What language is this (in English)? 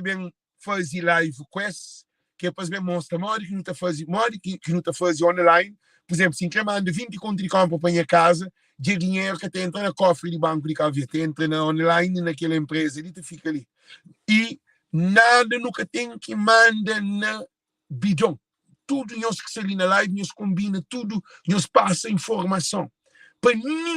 Kabuverdianu